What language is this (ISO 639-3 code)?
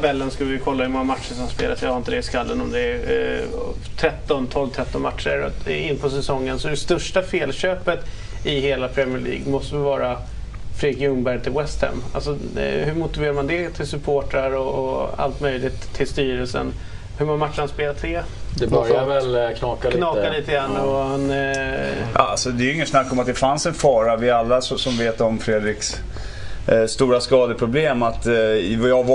swe